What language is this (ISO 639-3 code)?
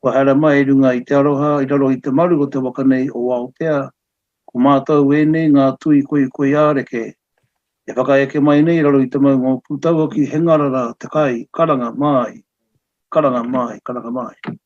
mri